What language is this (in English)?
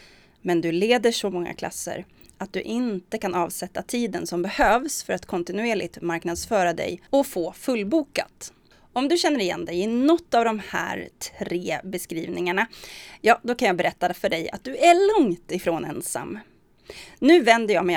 Swedish